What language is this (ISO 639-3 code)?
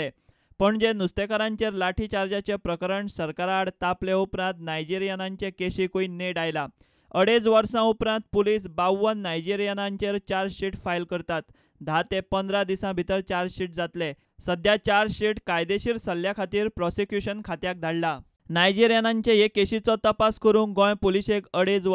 kok